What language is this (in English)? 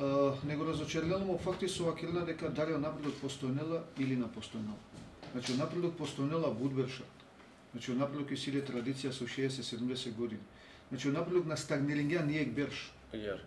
Macedonian